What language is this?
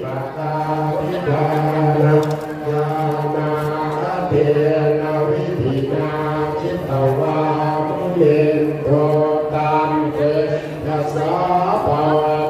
Pali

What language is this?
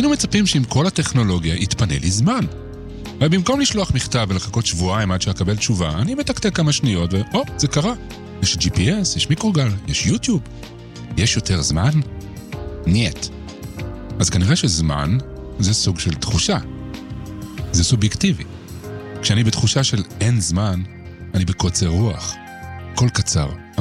Hebrew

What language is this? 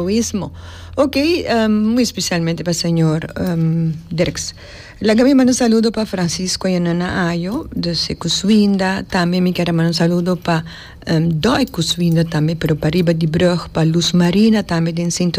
Papiamento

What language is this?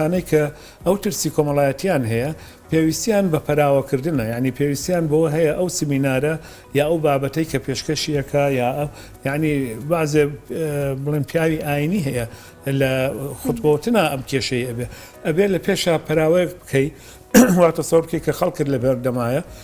Central Kurdish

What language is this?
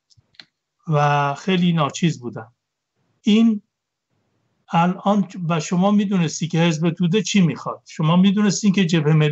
Persian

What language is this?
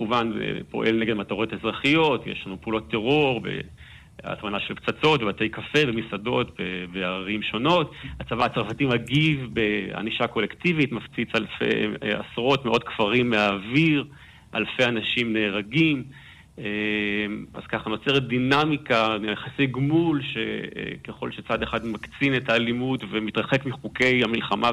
Hebrew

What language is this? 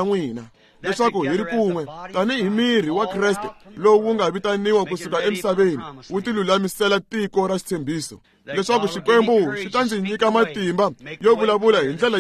Tsonga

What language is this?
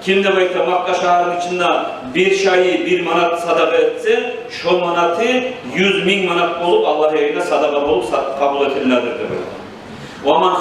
Kumyk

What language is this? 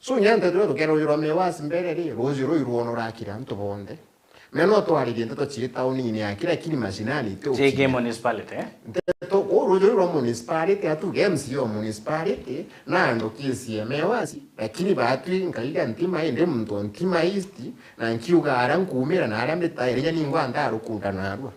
Meru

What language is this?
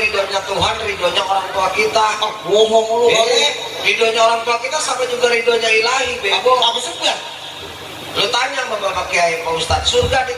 Betawi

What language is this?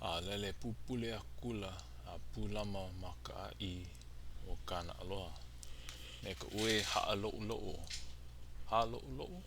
Hawaiian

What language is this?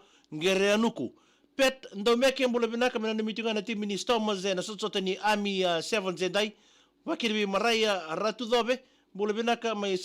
Fijian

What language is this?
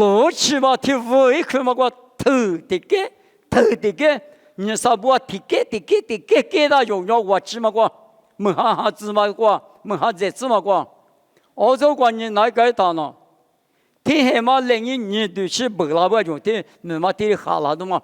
Lisu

